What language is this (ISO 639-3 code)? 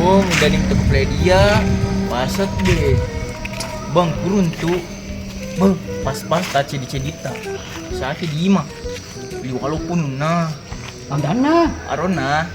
bug